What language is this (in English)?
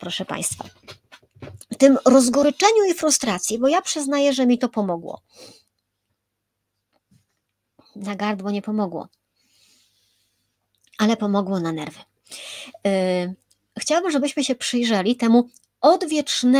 Polish